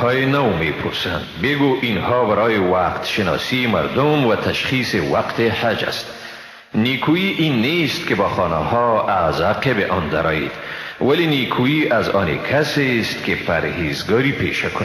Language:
Persian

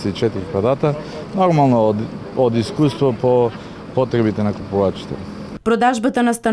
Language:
Macedonian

